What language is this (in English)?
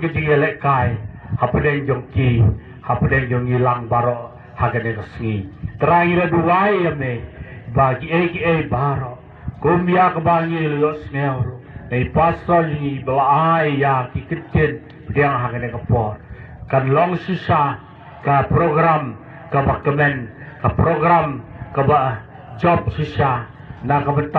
Khasi